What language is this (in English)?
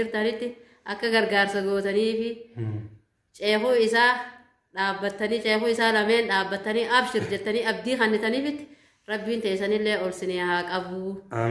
Oromo